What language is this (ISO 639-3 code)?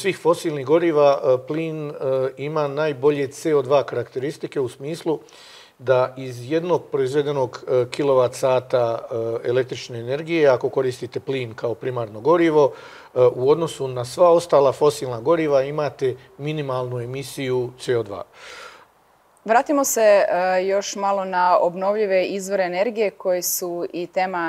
hrv